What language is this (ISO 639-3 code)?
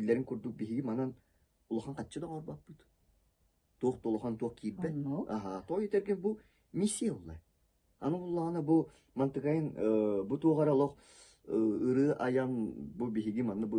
sah